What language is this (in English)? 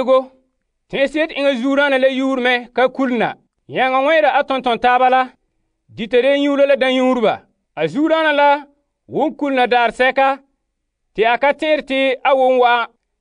Frafra